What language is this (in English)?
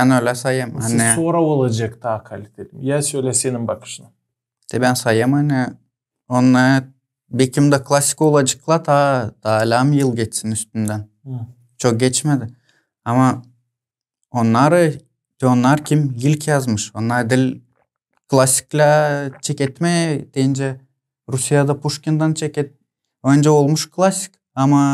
Gagauz